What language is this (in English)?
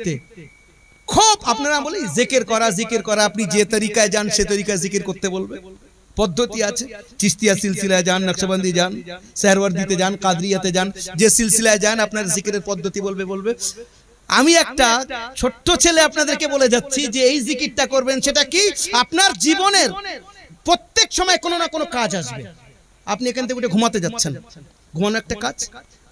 Bangla